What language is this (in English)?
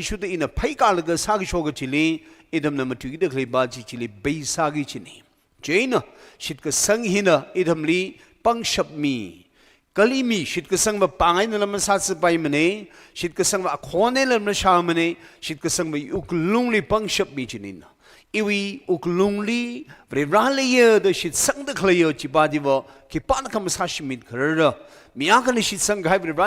Tangkhul Naga (India)